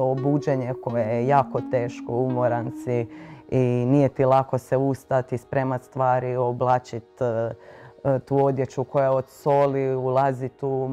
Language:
Croatian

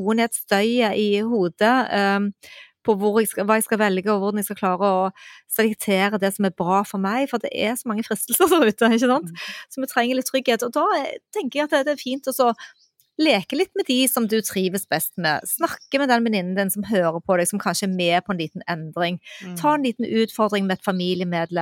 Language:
Norwegian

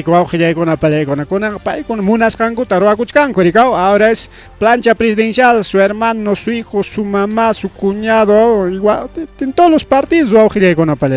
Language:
Ayacucho Quechua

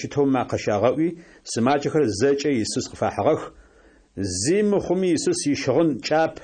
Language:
Adyghe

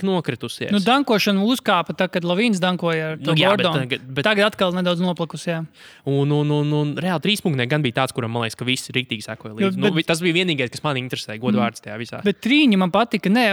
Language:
Latvian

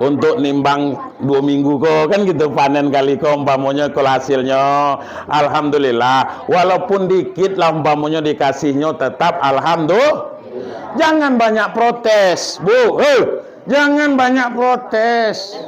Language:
Minangkabau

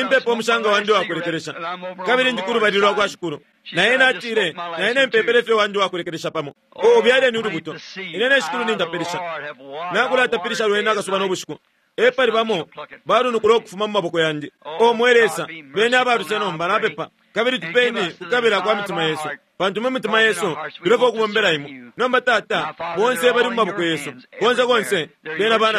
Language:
Bemba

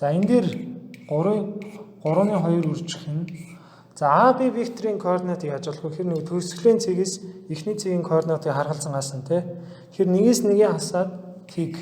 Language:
Mongolian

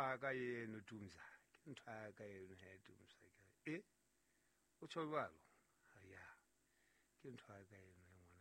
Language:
Southern Sotho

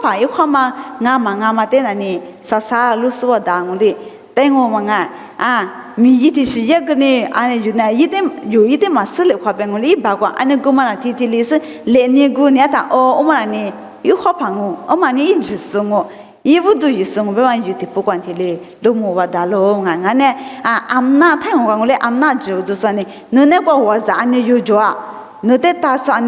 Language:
Lisu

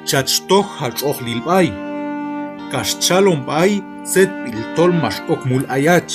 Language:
Q'anjob'al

